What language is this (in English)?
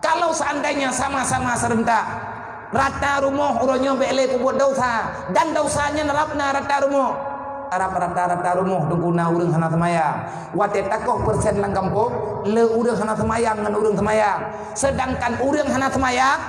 Achinese